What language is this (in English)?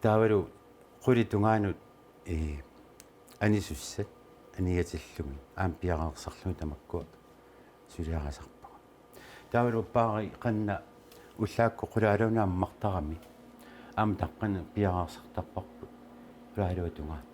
Kalaallisut